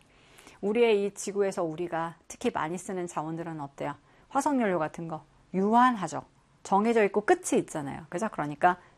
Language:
Korean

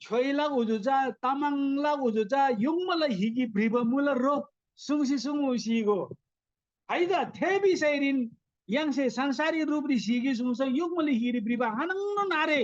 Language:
Eastern Tamang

